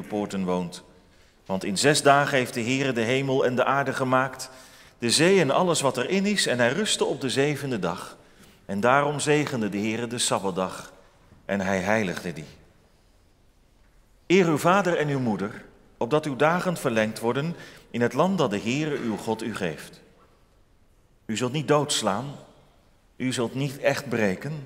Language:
Dutch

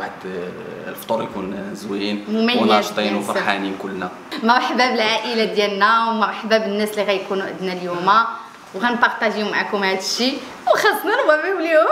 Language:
Moroccan Arabic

